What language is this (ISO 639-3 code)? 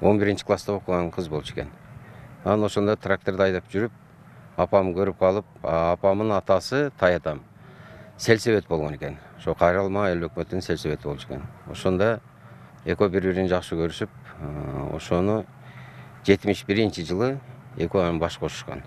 kir